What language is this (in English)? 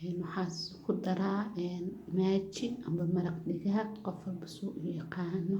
Somali